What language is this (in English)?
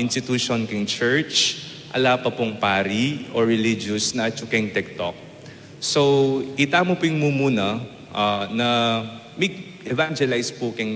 Pampanga